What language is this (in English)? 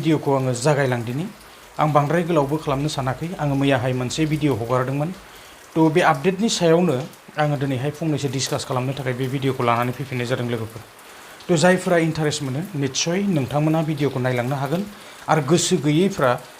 Bodo